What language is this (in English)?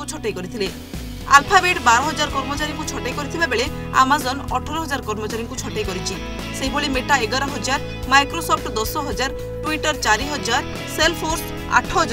Odia